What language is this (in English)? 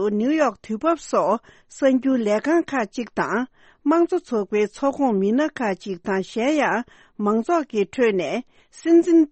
Tibetan